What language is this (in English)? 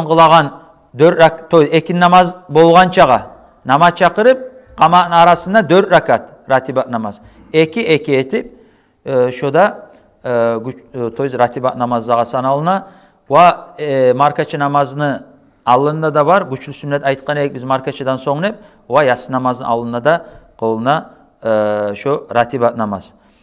Kumyk